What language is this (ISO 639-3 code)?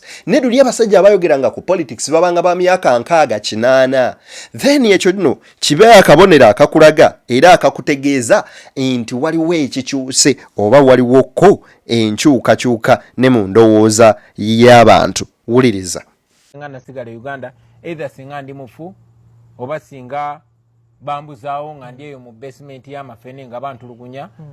lug